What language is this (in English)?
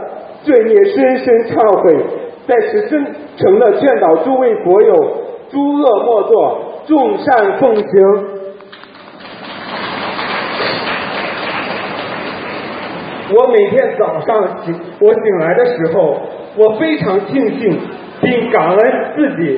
Chinese